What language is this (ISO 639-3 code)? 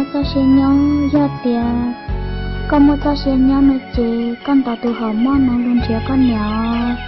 hmn